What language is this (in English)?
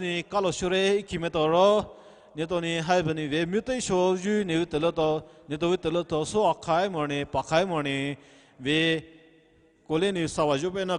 Poumei Naga